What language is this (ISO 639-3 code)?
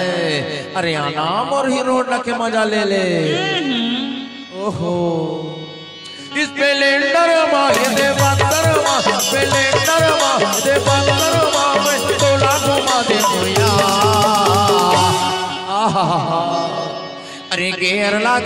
hne